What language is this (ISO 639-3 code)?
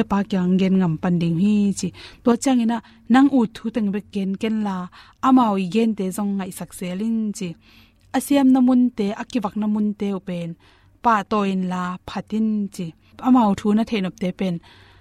ctd